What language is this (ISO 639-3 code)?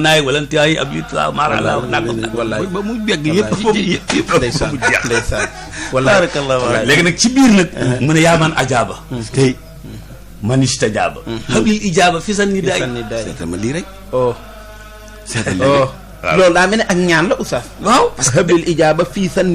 wol